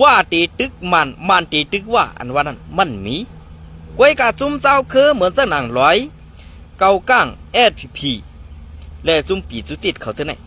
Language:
Shan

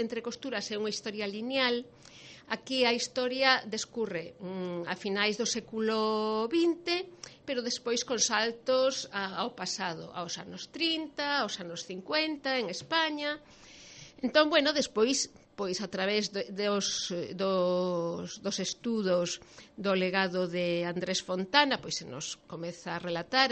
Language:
Galician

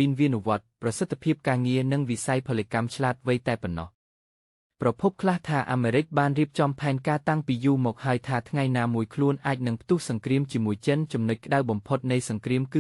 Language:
Khmer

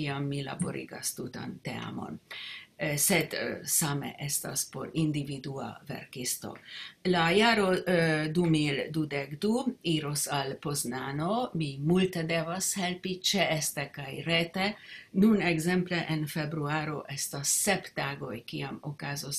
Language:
Esperanto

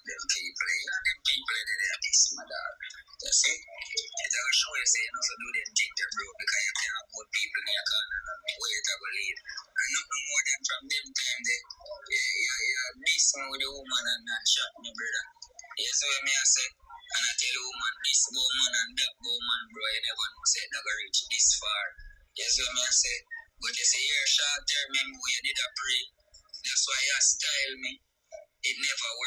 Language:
Jamaican Creole English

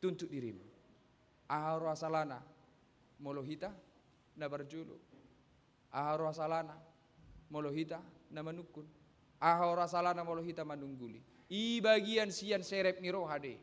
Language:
Batak Toba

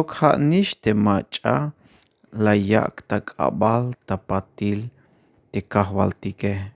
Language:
Tzeltal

